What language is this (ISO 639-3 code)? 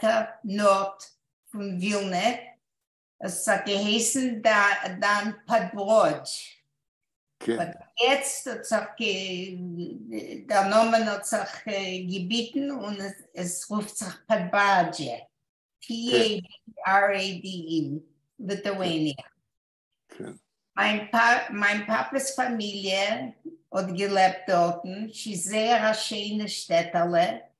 yid